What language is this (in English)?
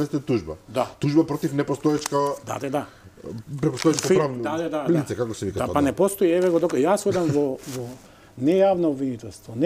Macedonian